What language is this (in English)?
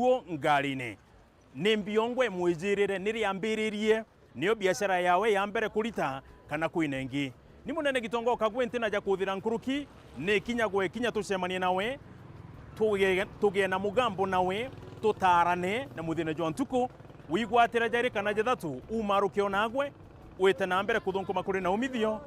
Meru